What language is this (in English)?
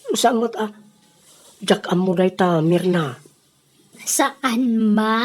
Iloko